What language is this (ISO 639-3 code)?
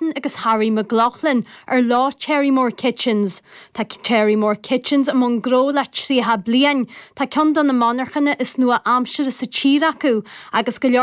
gle